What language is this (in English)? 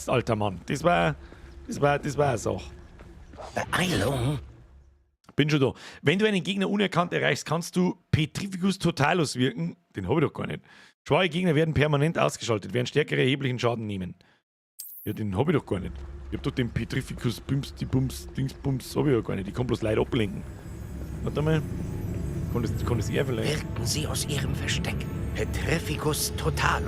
Bavarian